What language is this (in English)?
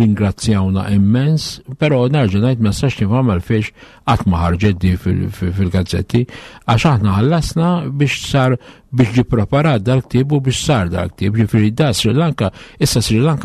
Maltese